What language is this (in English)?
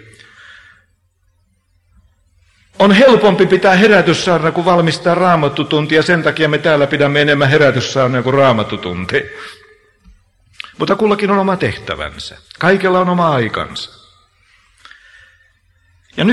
Finnish